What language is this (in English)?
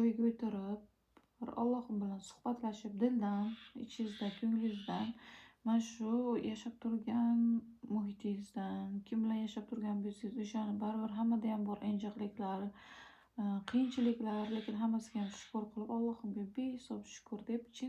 Uzbek